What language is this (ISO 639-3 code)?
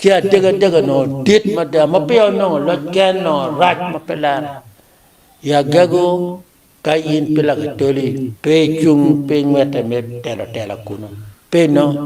ach